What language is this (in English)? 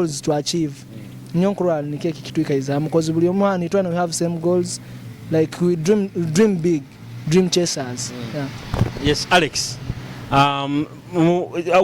Nyoro